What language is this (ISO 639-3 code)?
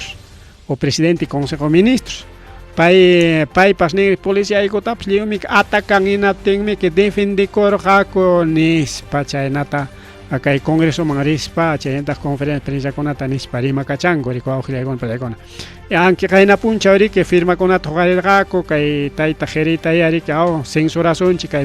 quy